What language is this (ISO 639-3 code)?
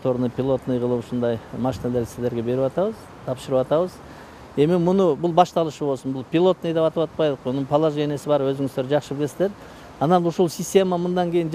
kir